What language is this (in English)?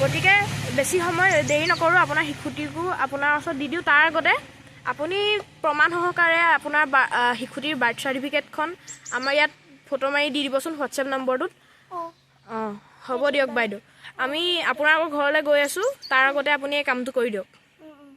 Assamese